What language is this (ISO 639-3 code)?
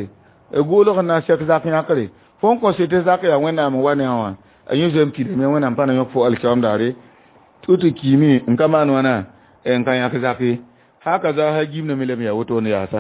mos